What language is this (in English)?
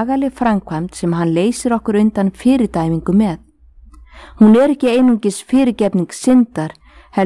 Icelandic